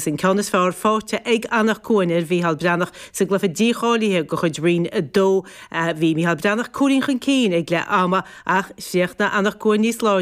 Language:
Irish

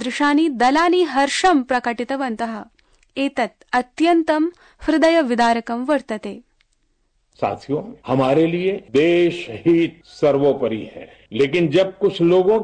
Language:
Sanskrit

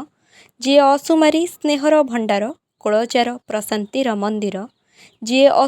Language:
Odia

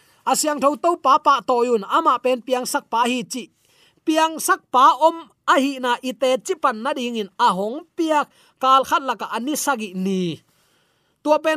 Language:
Tedim Chin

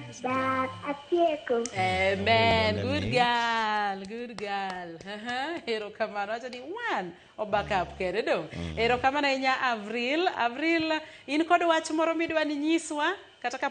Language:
Luo (Kenya and Tanzania)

